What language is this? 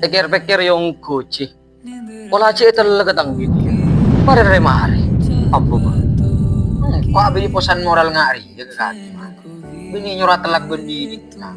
Madurese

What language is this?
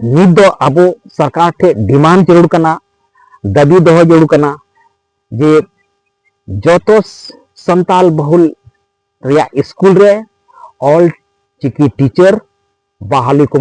Santali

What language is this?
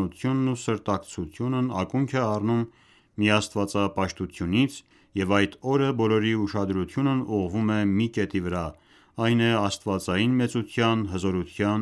Armenian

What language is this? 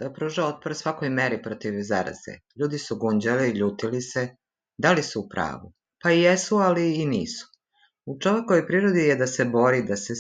Serbian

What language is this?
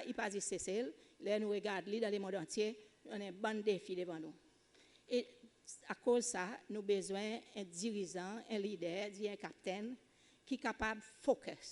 Seselwa Creole French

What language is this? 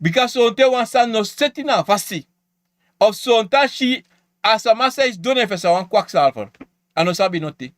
Sranan Tongo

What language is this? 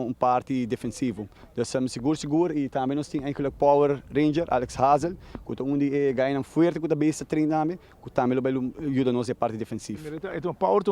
Papiamento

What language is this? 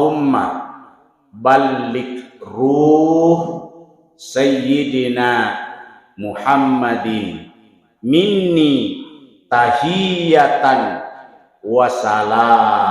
Buginese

